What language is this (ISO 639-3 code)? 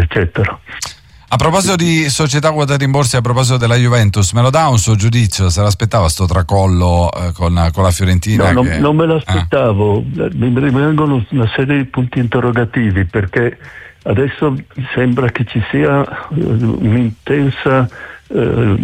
ita